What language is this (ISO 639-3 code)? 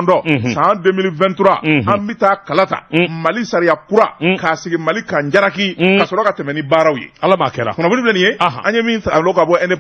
bam